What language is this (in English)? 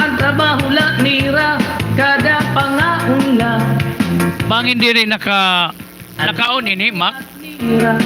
Waray